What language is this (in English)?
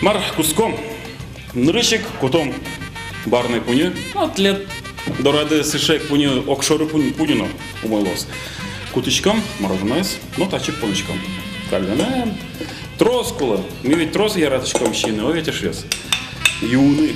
Udmurt